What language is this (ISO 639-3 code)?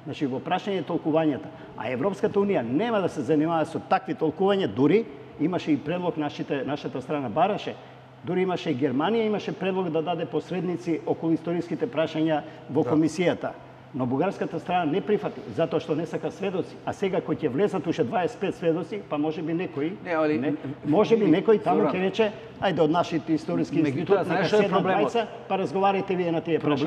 mkd